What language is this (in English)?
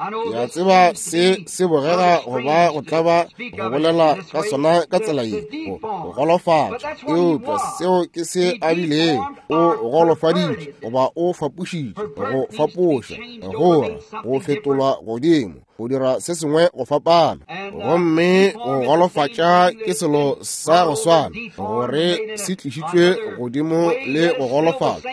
Northern Sotho